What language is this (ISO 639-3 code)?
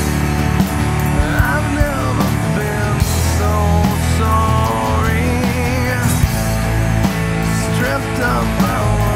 eng